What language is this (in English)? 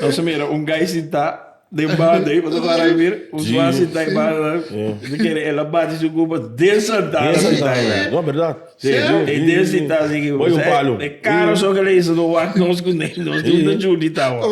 Papiamento